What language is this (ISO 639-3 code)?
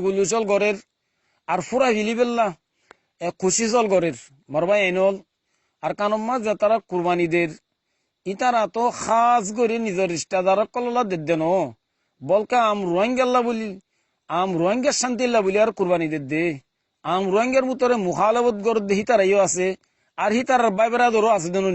rhg